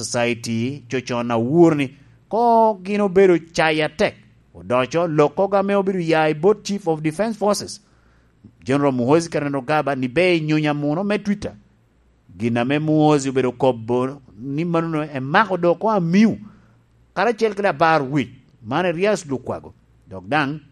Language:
Lango (Uganda)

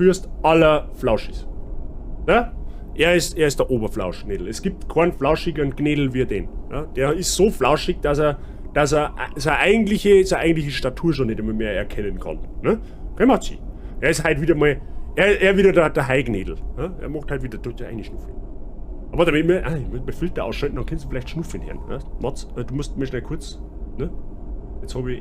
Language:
Bavarian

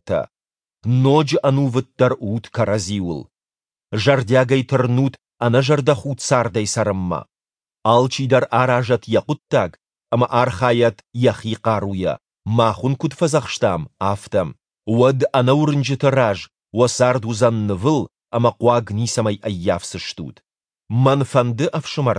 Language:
Ossetic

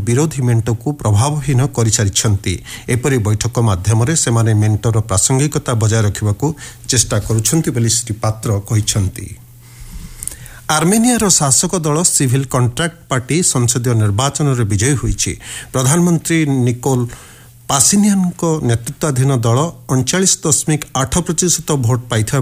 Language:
Odia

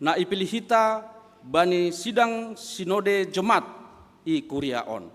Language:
Batak Simalungun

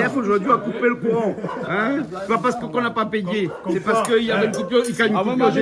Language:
Réunion Creole French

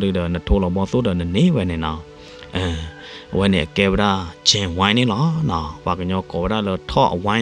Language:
S'gaw Karen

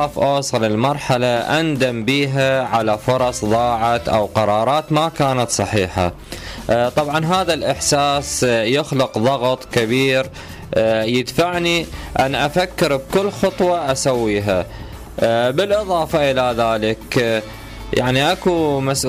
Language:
Mesopotamian Arabic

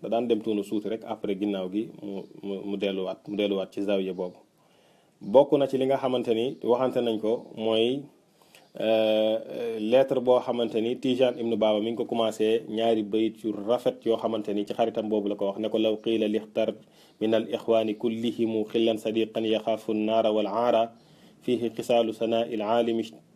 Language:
Wolof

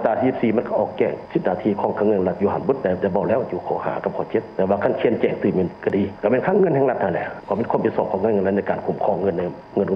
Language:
Lao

